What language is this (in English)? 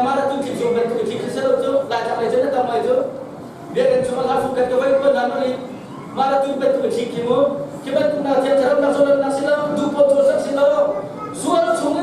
Hakha Chin